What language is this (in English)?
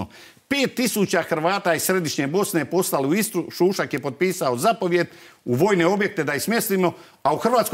Croatian